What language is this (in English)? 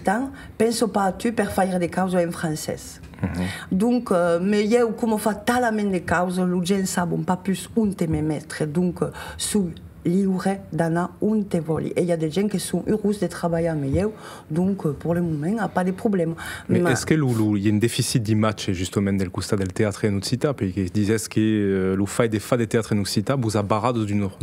Occitan